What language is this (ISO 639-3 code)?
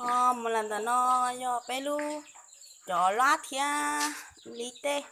hmn